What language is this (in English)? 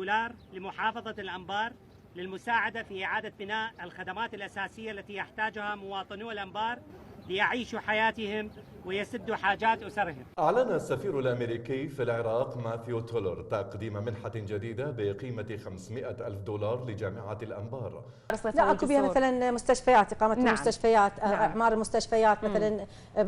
Mesopotamian Arabic